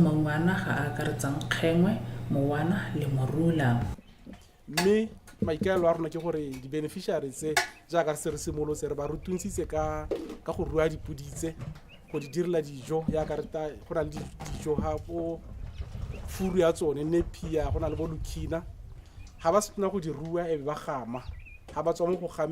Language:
Tswana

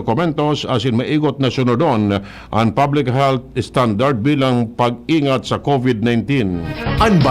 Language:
Bikol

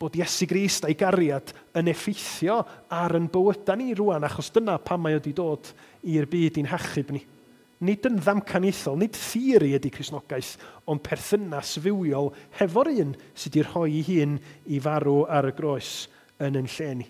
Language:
Welsh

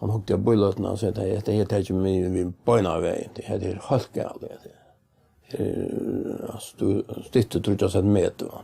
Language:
Faroese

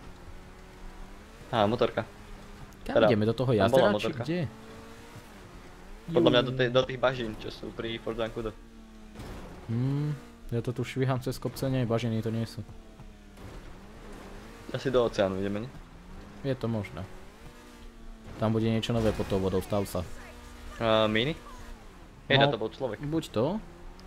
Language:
Slovak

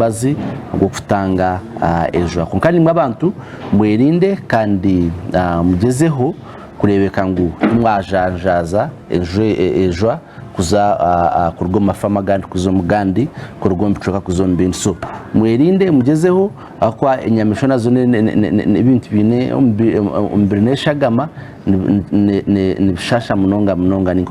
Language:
Nyankole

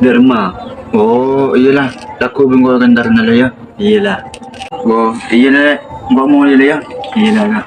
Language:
Madurese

